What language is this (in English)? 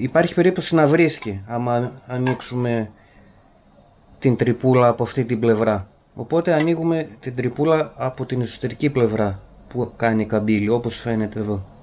Greek